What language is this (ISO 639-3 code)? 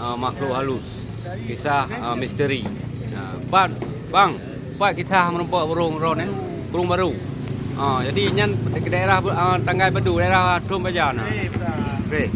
ace